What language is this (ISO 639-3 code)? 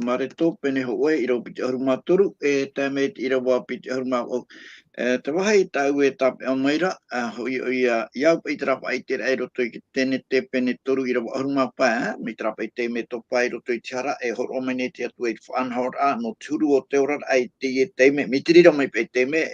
tah